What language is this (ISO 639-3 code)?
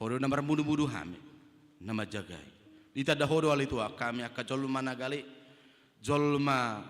bbc